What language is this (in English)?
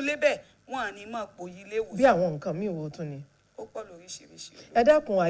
Yoruba